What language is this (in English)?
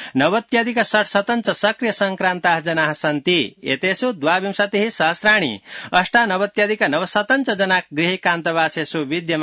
Sanskrit